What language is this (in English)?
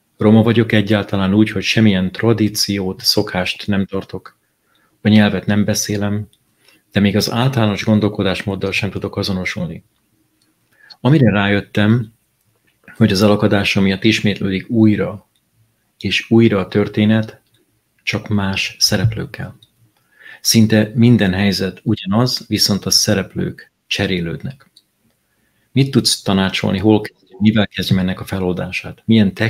Hungarian